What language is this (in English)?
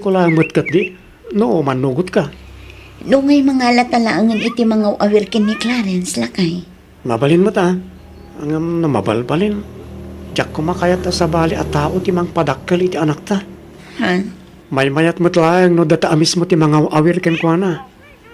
Iloko